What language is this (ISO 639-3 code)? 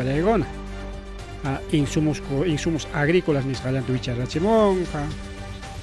quy